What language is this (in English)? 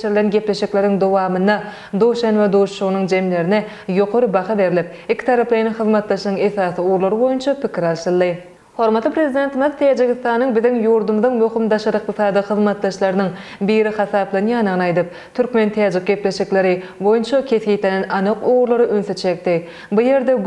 Turkmen